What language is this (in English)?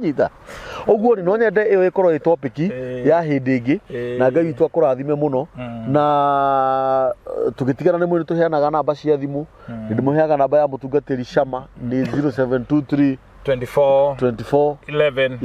Kikuyu